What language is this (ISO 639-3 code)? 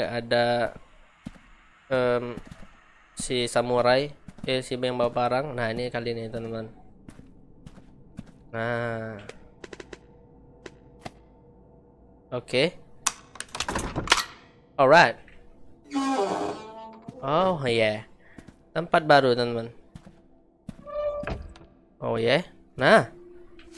ind